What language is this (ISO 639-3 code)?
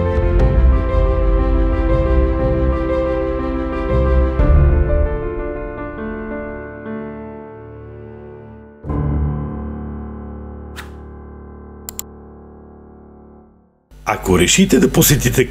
bul